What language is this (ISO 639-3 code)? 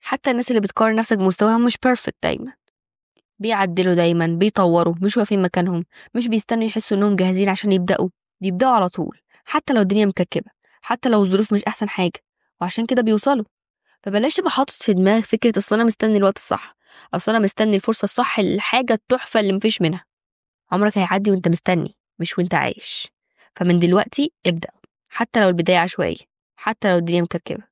arz